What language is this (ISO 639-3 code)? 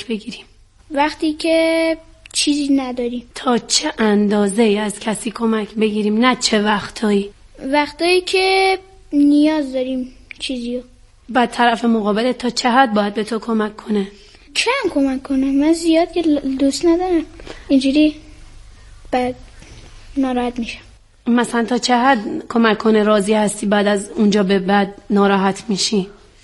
fas